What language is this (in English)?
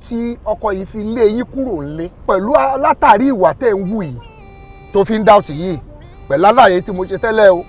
Yoruba